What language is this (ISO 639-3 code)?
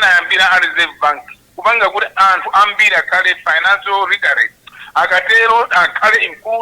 nya